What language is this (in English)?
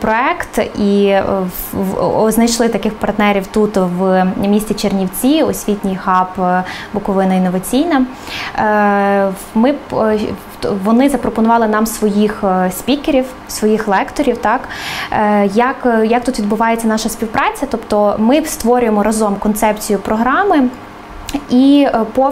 Ukrainian